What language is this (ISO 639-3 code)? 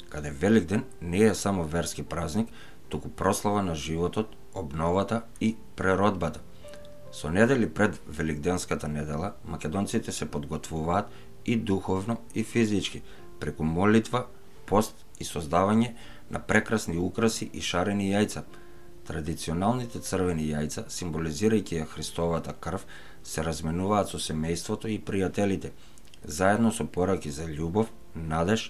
mkd